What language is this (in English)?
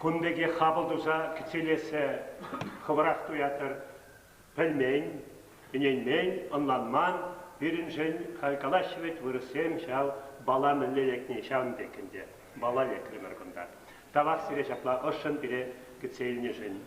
Chuvash